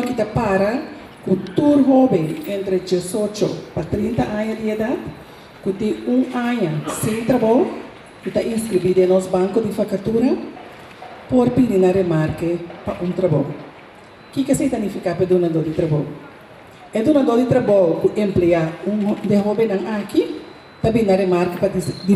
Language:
Papiamento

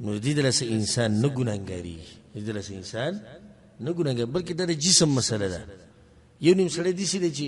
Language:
Pashto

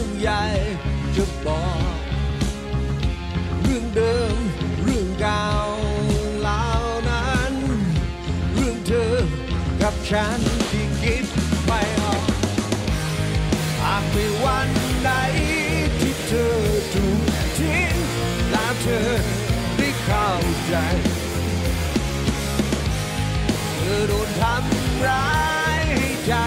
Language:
Thai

